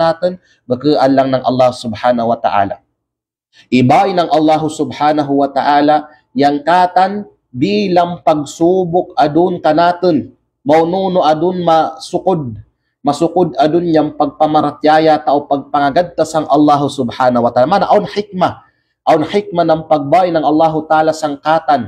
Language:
Kalagan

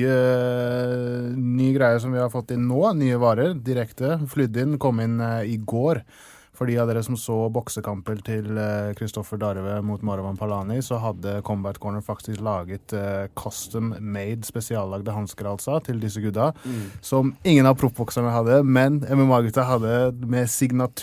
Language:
Norwegian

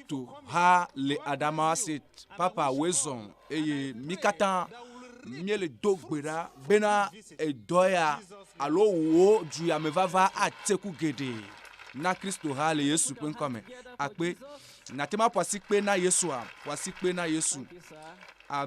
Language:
Ewe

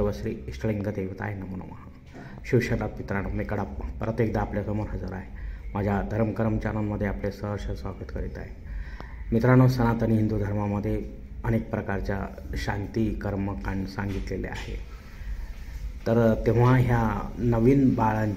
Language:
Marathi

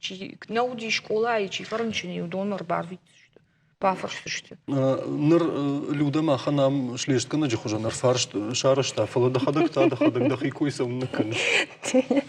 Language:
Ossetic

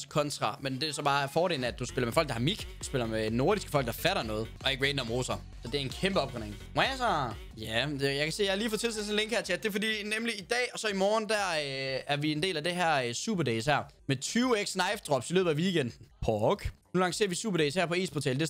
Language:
Danish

